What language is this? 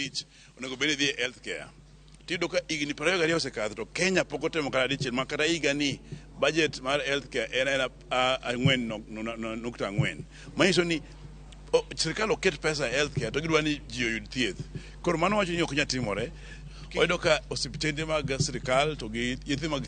Luo (Kenya and Tanzania)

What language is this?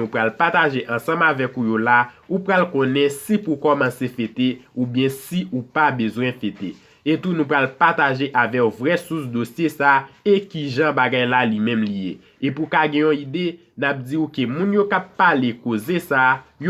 Haitian Creole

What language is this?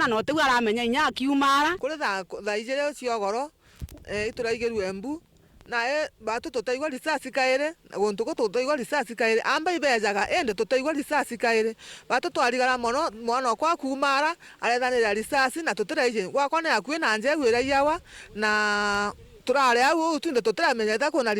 Meru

